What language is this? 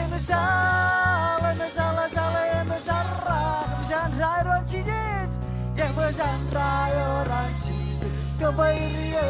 Marshallese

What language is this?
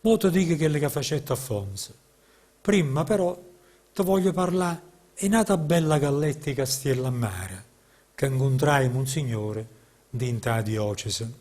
Neapolitan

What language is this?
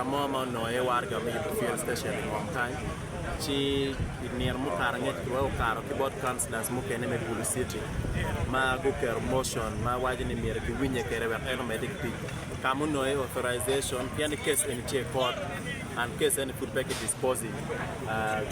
Acoli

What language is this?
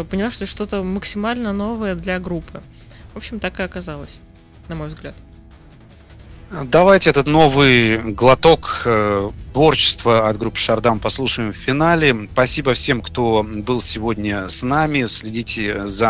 Russian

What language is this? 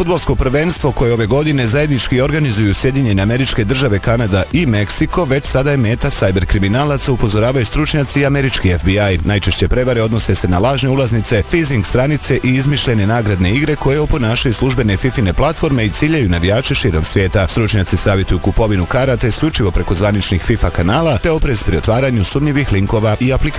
Bosnian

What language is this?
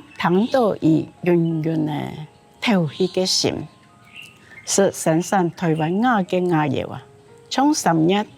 Hakka Chinese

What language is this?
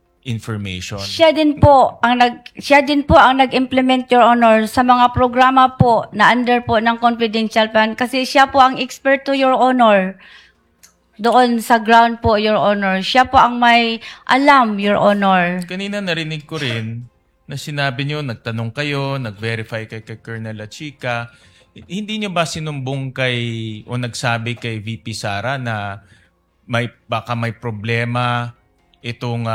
Filipino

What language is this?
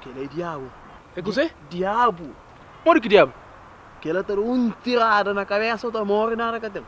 Kabuverdianu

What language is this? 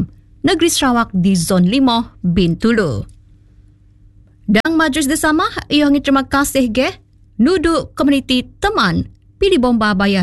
Malay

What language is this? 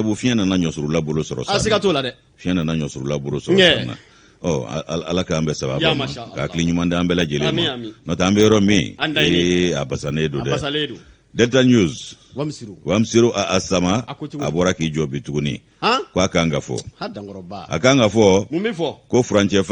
Bambara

